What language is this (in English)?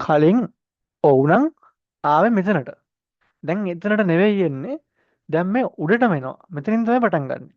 Sinhala